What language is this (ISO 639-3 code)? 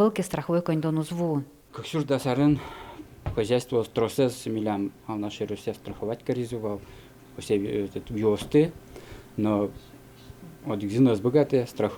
udm